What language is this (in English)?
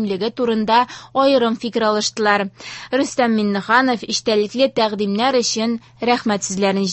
Tatar